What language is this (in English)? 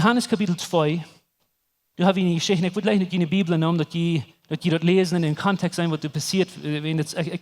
Plautdietsch